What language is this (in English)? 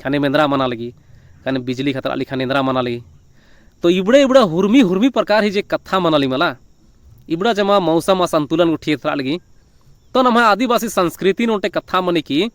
Kurukh